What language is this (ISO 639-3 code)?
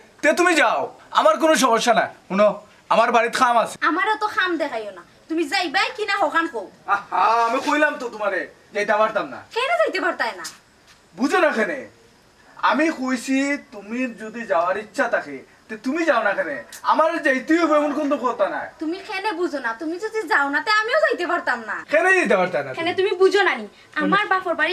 syl